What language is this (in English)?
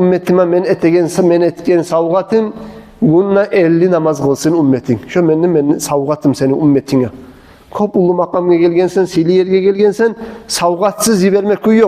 Kumyk